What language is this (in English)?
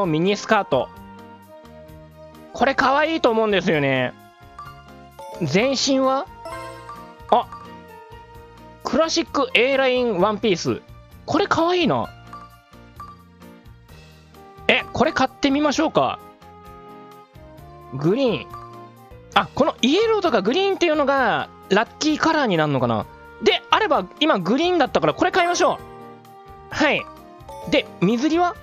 Japanese